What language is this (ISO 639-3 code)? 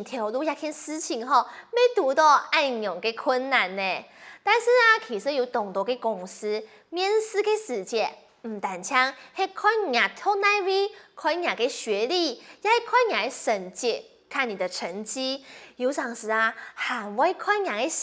hak